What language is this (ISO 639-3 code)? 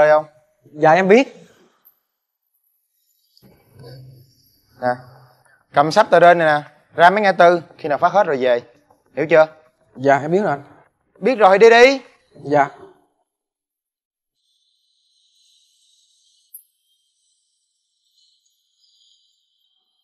vie